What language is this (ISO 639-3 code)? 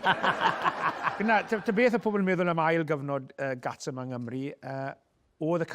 cym